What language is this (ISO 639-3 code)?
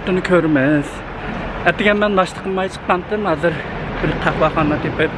uig